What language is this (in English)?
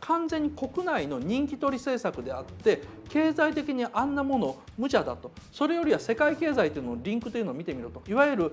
Japanese